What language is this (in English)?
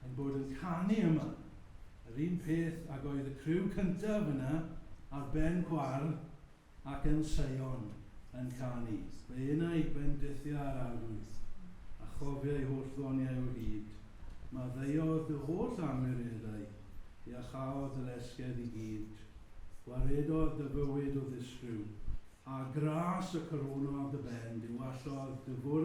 Welsh